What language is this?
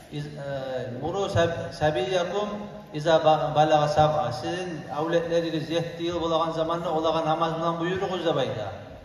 Kumyk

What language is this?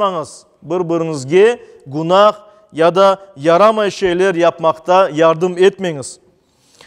Crimean Tatar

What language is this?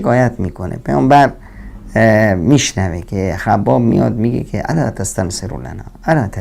Persian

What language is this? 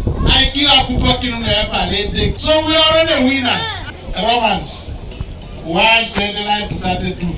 Teso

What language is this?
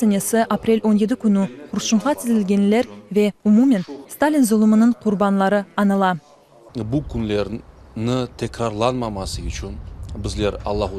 Crimean Tatar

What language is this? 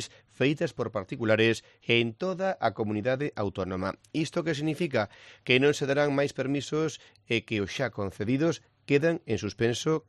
Galician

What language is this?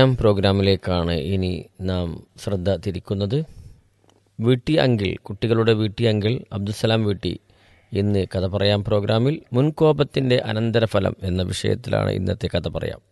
Malayalam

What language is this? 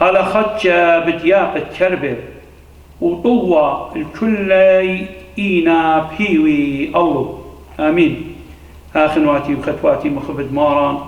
Assyrian Neo-Aramaic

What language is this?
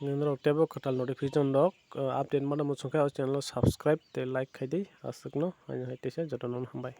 Kok Borok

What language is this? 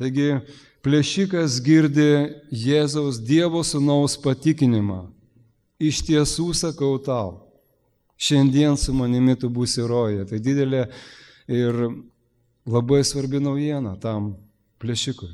Lithuanian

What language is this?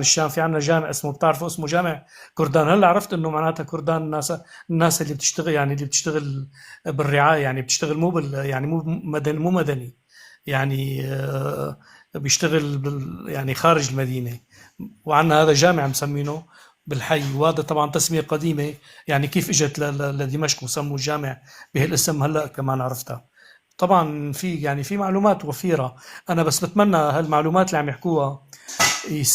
North Levantine Arabic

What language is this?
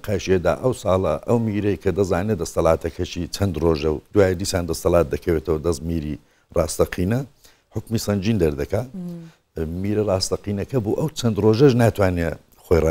Central Kurdish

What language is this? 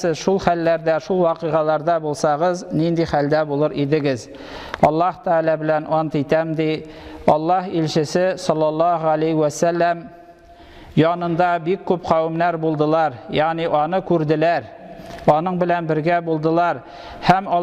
Tatar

